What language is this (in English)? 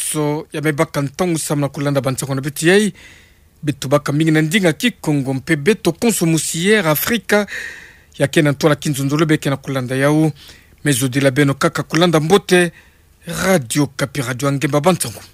Kituba (Democratic Republic of Congo)